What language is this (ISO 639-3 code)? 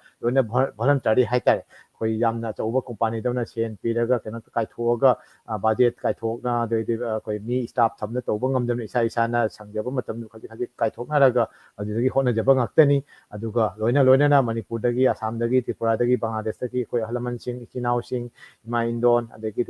mni